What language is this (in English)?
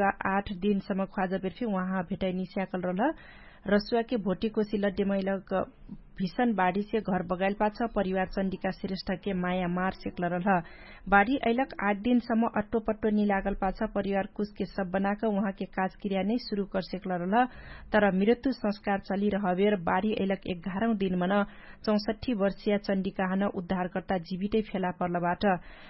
Dangaura Tharu